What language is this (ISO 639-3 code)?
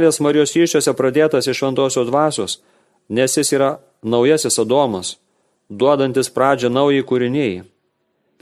lit